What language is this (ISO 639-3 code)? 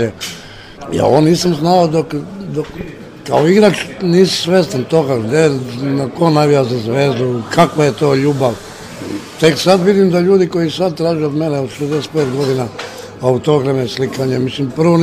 srp